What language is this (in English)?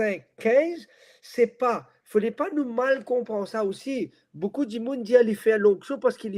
Morisyen